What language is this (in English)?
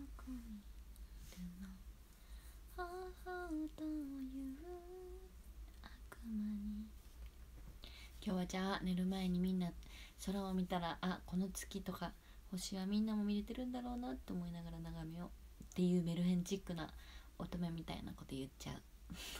Japanese